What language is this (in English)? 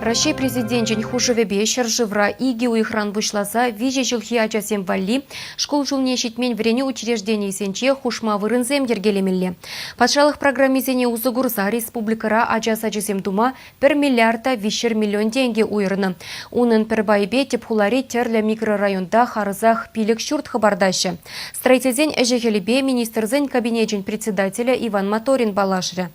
Chuvash